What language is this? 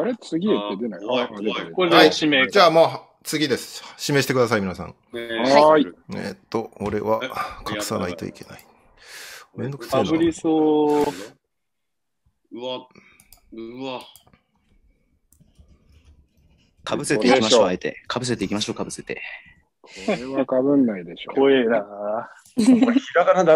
Japanese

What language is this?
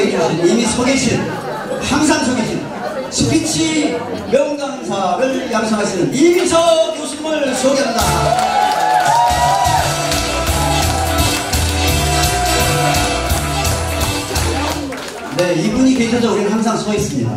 Korean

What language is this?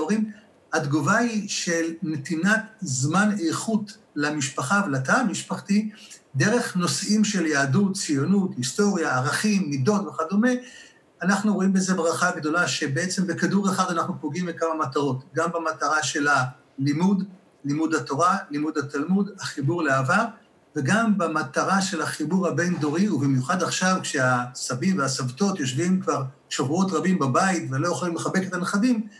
Hebrew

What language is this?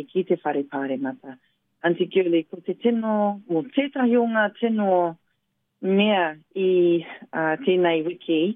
Māori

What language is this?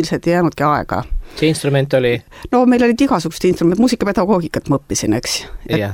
Estonian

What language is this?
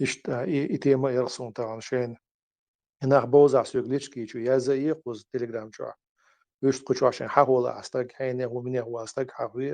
Chechen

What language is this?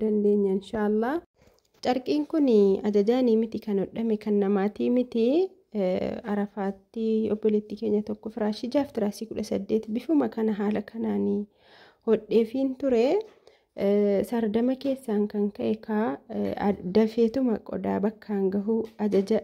Oromo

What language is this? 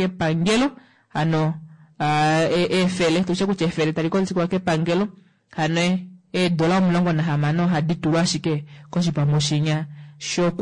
Kuanyama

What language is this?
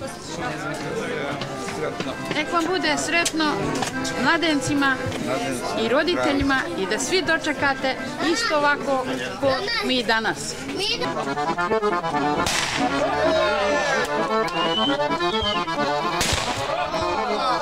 Serbian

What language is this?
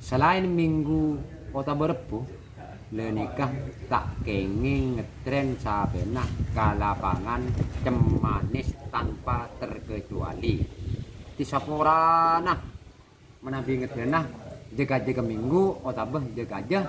Madurese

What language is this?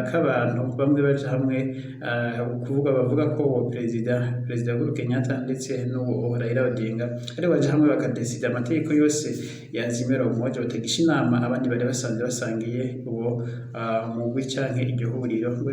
Rundi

